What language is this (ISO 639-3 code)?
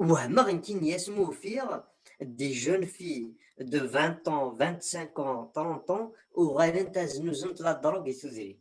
kab